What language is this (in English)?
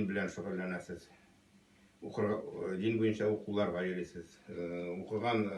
Tatar